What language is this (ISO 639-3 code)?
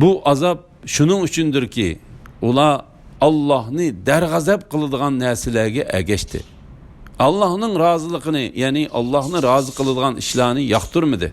uig